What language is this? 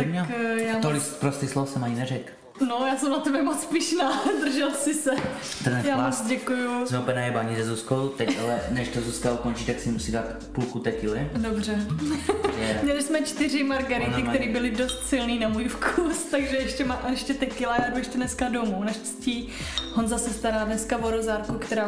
Czech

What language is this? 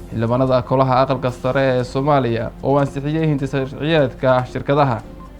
Somali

